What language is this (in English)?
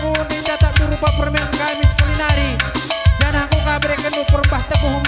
Batak Karo